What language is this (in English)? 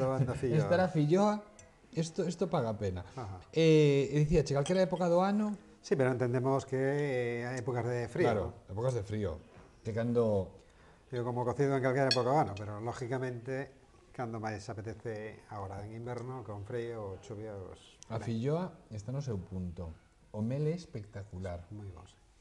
Galician